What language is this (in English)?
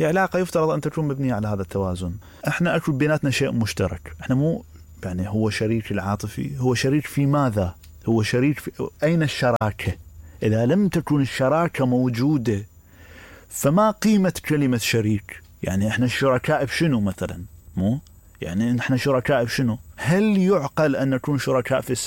Mesopotamian Arabic